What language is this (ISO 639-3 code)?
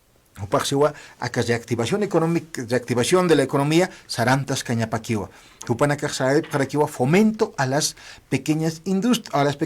aym